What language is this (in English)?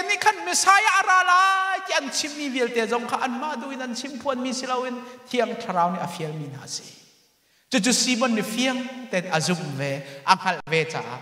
Hakha Chin